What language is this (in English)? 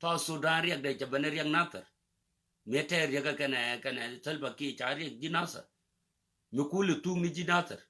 Nuer